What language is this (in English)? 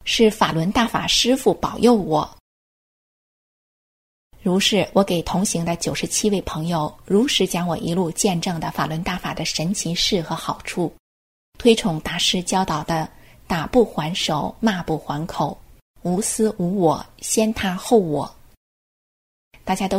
Chinese